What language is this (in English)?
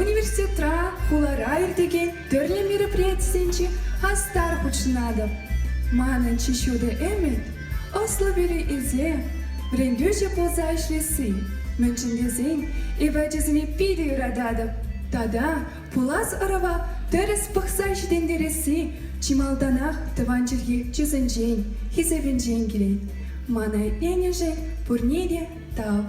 Chuvash